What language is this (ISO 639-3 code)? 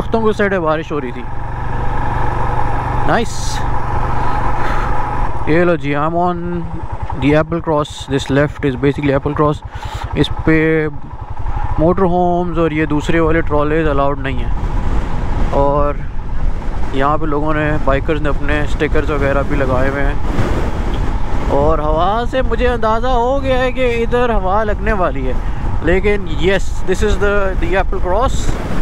hin